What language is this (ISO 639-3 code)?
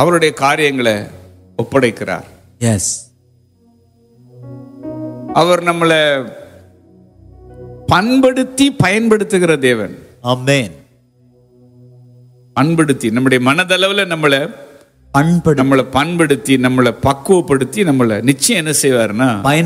tam